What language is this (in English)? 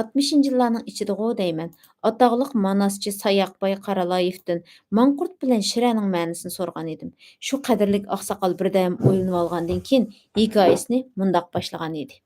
Uyghur